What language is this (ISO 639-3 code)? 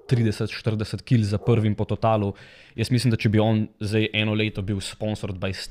slv